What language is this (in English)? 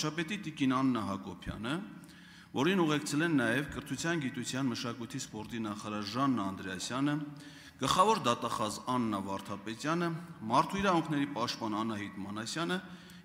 Armenian